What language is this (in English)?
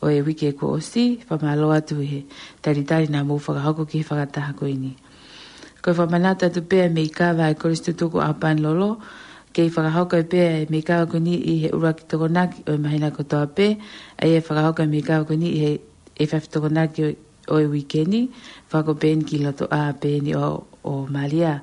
Tongan